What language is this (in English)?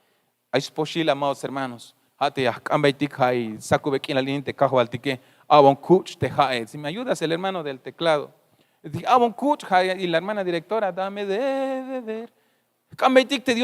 Tzeltal